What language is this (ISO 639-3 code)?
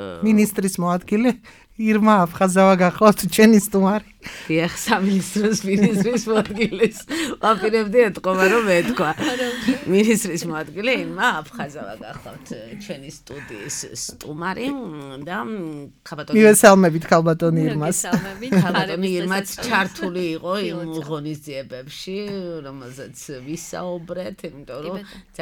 kat